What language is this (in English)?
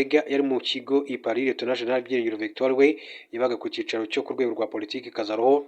Kinyarwanda